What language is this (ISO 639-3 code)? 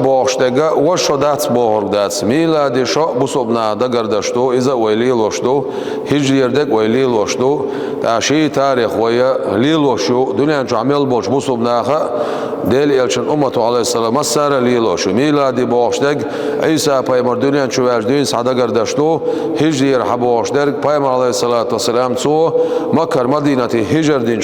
che